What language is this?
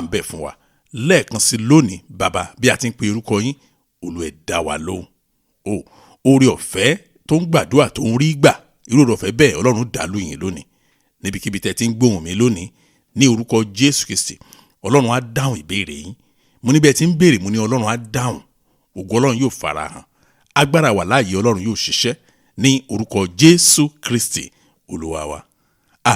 Yoruba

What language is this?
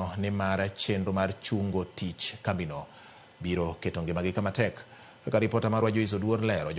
Luo (Kenya and Tanzania)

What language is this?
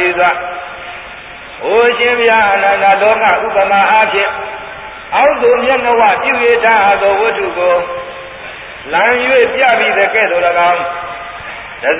Burmese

